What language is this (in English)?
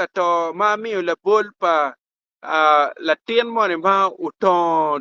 Acoli